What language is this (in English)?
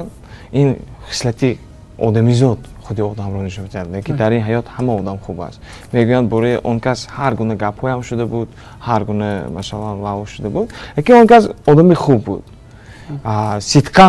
Tajik